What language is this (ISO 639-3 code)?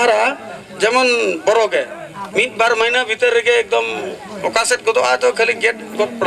sat